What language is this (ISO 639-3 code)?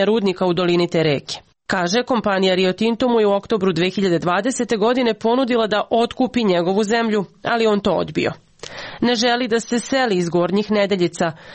srp